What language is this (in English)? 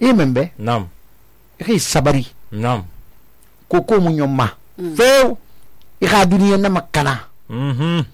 Susu